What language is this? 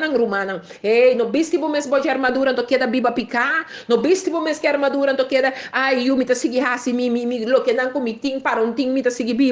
Papiamento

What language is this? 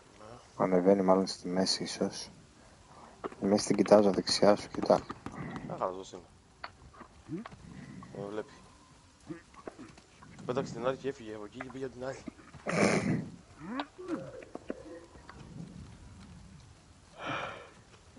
Greek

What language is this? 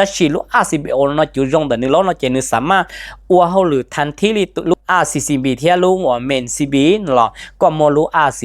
Hmong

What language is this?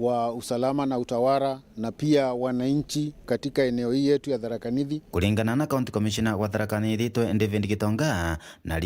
Meru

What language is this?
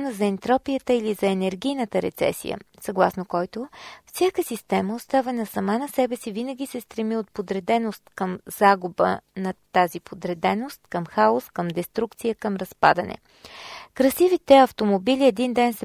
Bulgarian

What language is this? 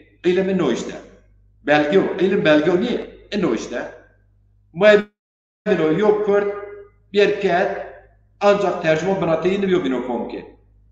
Zaza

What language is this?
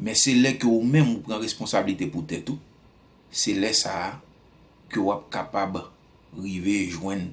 Haitian Creole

